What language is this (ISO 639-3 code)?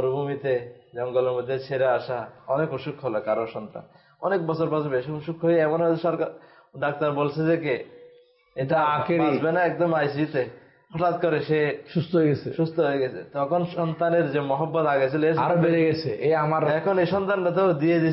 ben